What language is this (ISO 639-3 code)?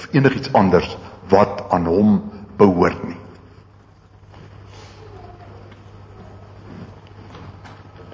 afr